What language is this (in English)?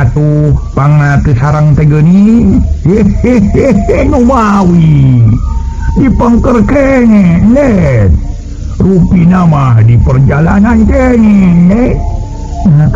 Sundanese